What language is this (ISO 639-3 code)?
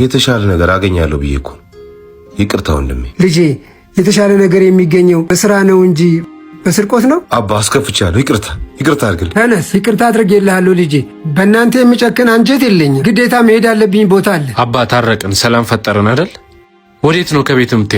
amh